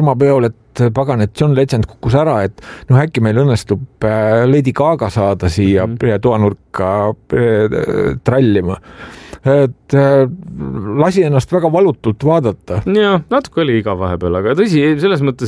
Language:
Estonian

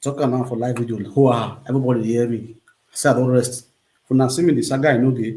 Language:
Nigerian Pidgin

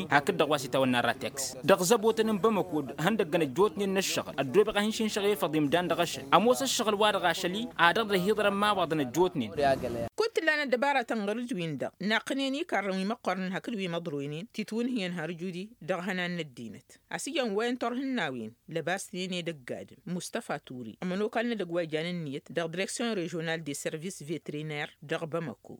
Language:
Tamasheq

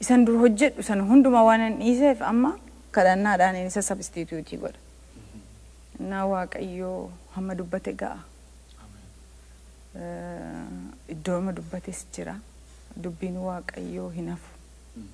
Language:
Oromo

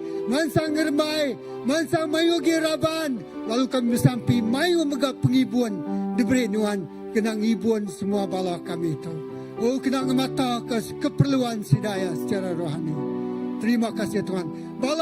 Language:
Iban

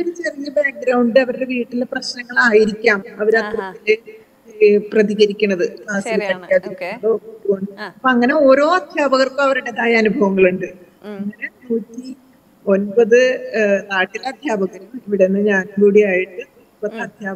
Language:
Malayalam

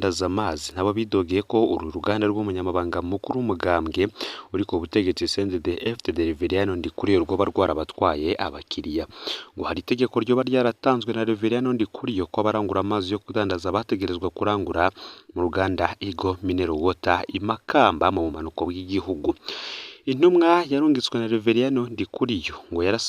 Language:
Rundi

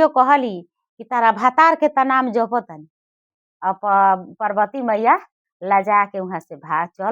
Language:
Bhojpuri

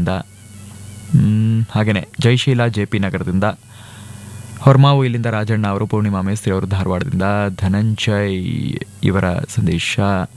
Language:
Kannada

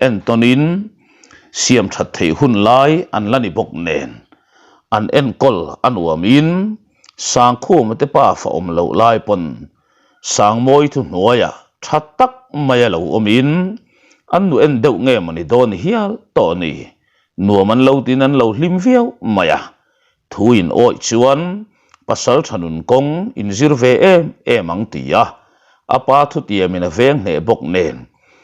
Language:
Mizo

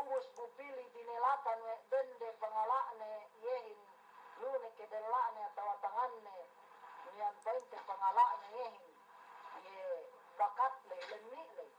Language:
Yakan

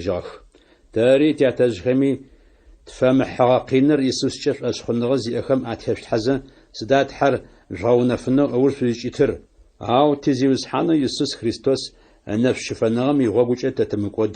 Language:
Adyghe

